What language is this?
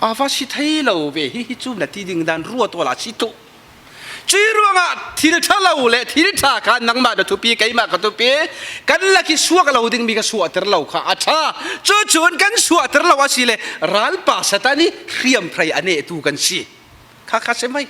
Falam Chin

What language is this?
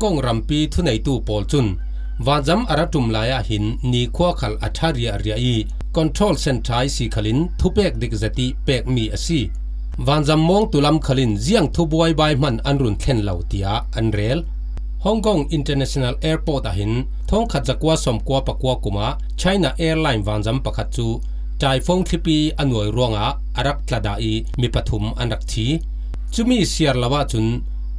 Falam Chin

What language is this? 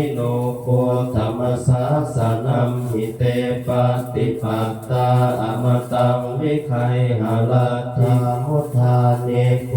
Pali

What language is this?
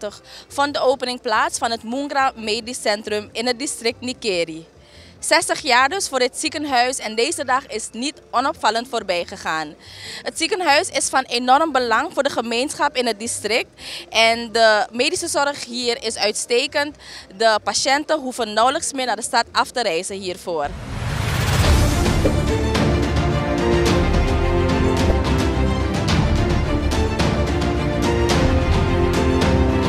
Dutch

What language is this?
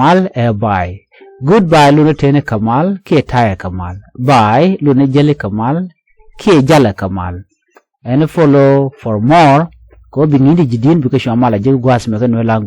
Nuer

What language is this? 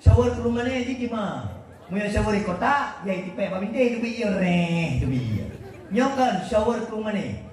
Achinese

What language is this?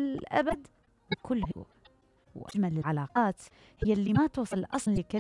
Mesopotamian Arabic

